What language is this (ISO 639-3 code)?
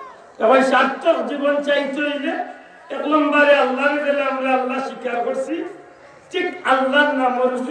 syl